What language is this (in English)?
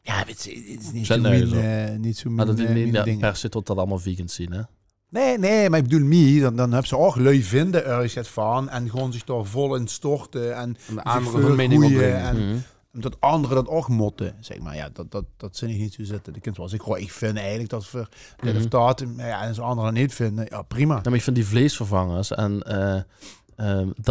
Limburgish